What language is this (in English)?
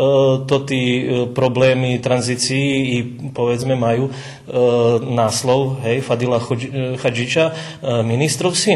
Rusyn